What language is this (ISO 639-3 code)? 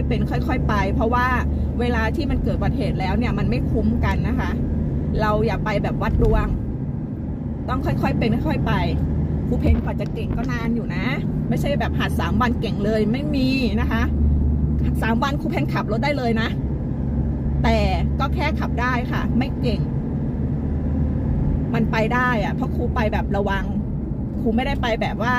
tha